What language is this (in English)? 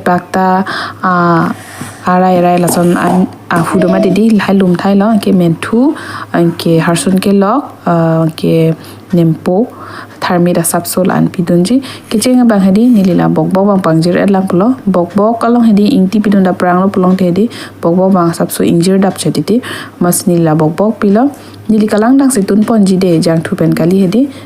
Karbi